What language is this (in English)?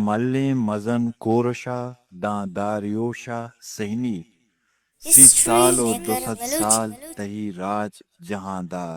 Eastern Balochi